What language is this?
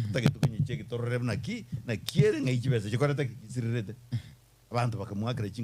Gusii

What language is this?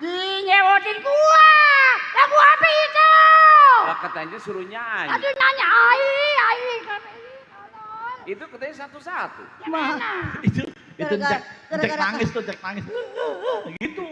Betawi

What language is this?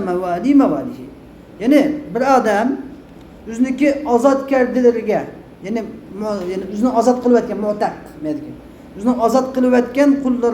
Uyghur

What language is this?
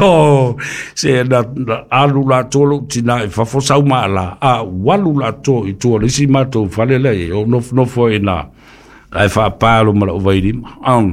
Samoan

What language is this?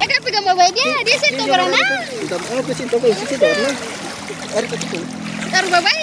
Ambonese Malay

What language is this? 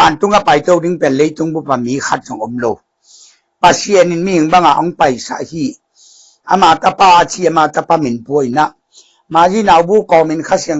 Tedim Chin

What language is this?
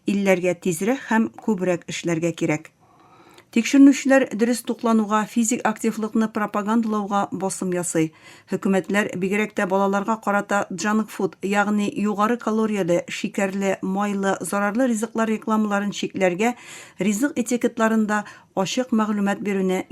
Tatar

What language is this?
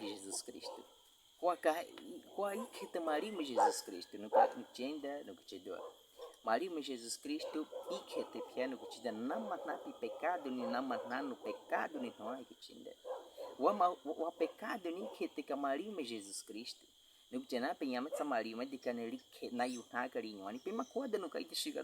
Baniwa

